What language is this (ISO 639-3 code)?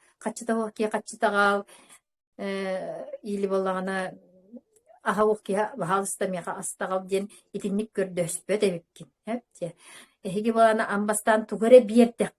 sah